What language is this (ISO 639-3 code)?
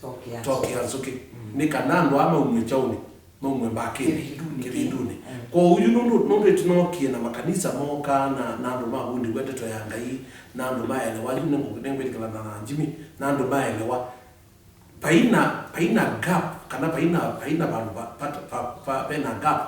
kam